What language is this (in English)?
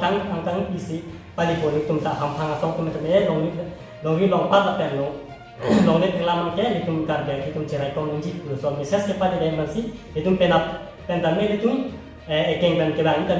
Karbi